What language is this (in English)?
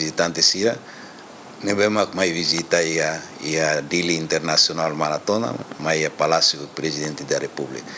Tetum